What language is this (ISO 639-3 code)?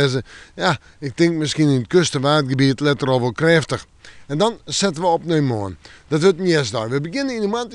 fry